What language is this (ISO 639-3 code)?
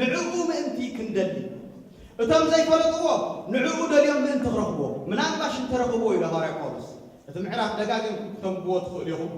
tir